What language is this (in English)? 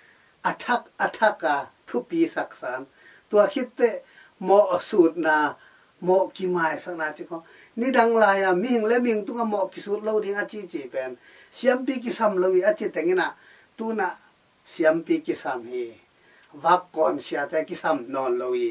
Tedim Chin